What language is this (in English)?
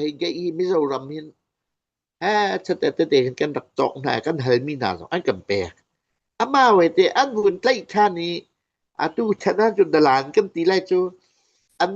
Hakha Chin